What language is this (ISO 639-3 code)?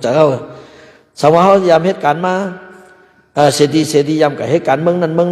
shn